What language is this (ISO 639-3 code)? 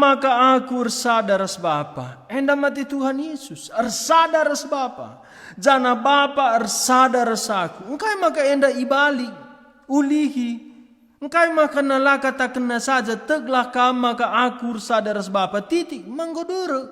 btx